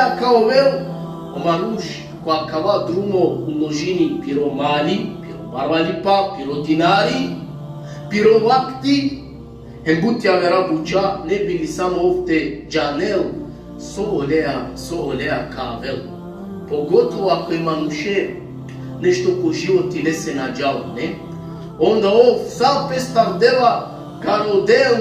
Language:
Balkan Romani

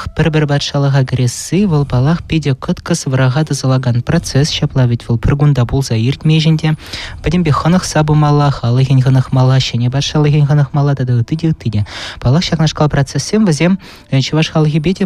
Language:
Chuvash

